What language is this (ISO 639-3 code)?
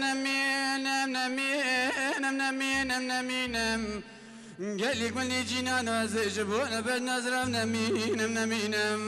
kur